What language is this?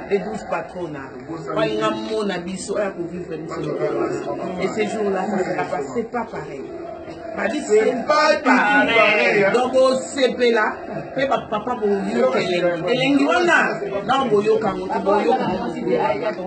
Lingala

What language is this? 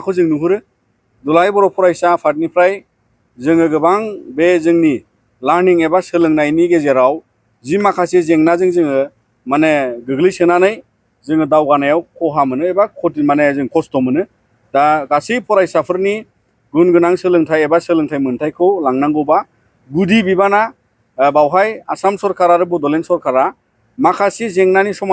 Bodo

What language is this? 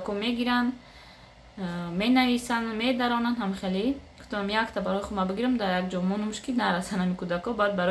Tajik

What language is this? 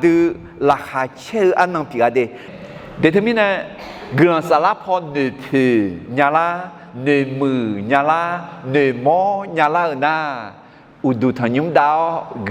Akha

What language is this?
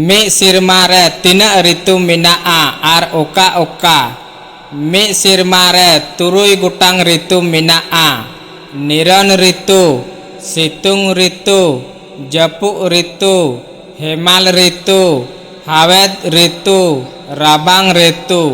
Santali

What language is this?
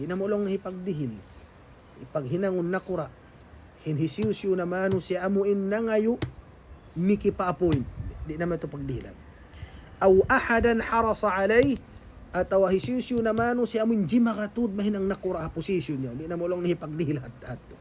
Tausug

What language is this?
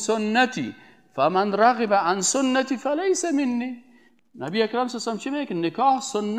Persian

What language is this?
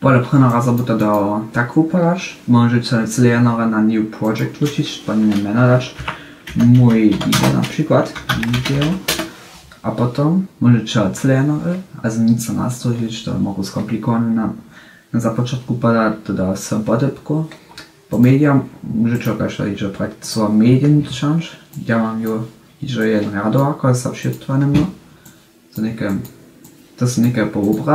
Upper Sorbian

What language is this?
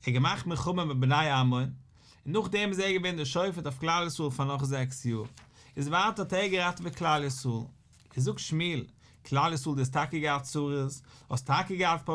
Yiddish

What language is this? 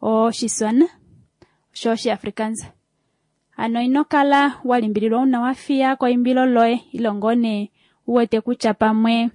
Kuanyama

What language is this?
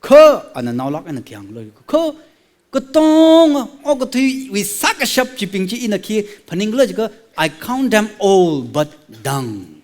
Tangkhul Naga (India)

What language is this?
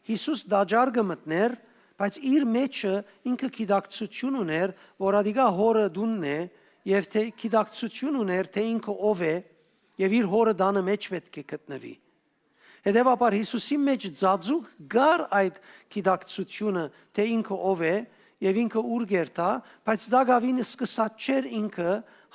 Western Armenian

